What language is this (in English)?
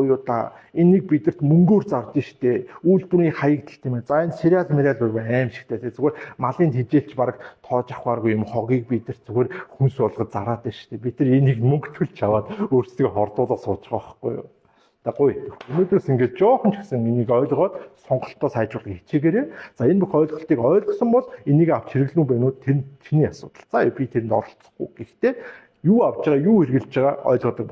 Mongolian